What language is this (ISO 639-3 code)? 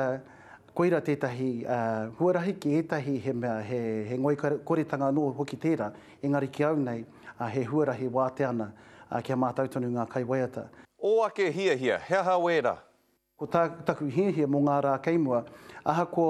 mri